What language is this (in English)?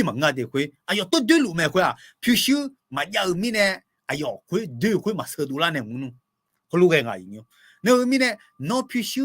Akha